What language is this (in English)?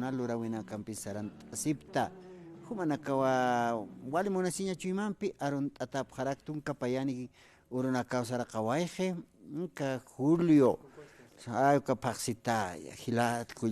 Aymara